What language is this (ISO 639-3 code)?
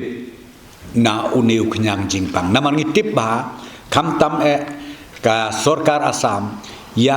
kha